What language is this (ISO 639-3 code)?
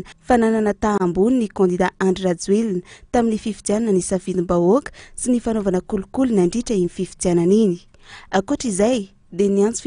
mlg